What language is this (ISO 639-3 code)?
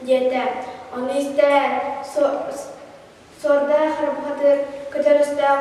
sah